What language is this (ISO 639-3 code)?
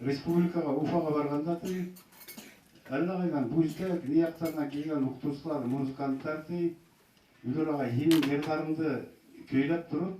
bak